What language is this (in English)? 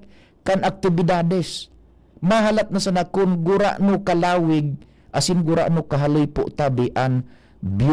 Bikol